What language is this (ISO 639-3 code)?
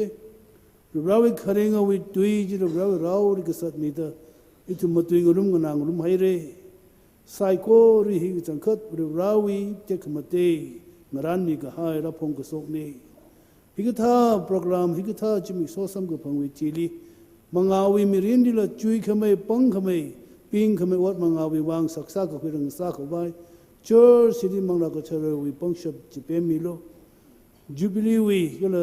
nmf